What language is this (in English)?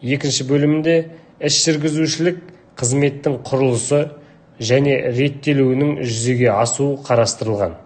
Kazakh